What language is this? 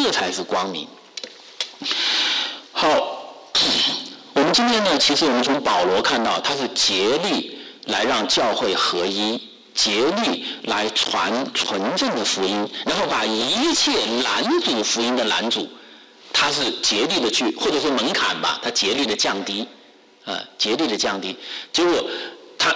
Chinese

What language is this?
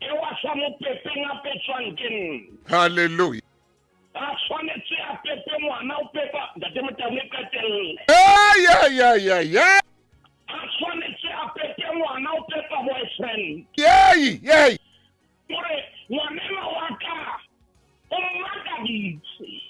Southern Sotho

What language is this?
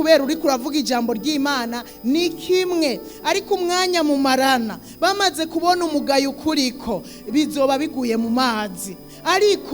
Rundi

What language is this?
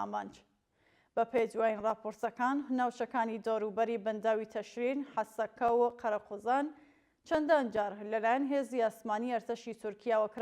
Central Kurdish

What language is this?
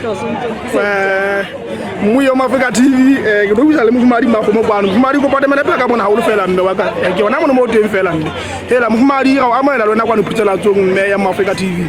Southern Sotho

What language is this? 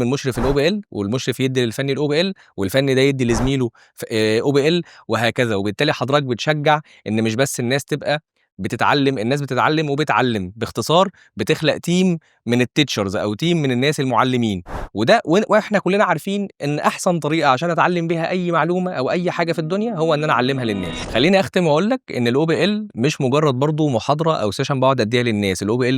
Egyptian Arabic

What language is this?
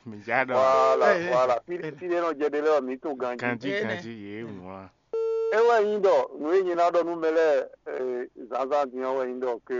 Fon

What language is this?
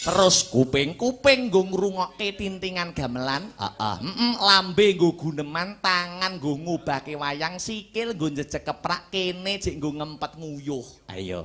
Javanese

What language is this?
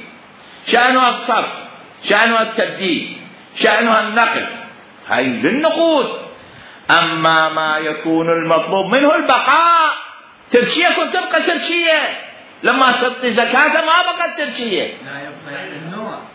Mesopotamian Arabic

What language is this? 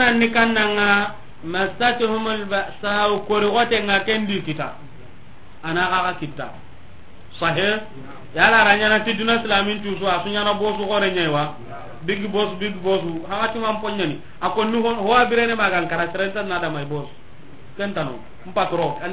Soninke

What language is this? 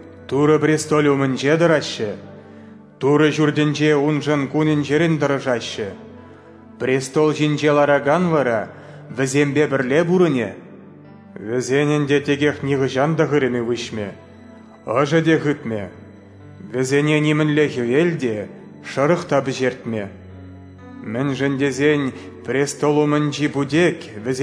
Chuvash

